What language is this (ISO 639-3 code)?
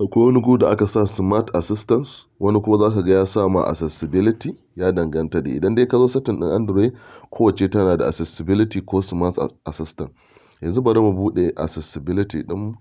hau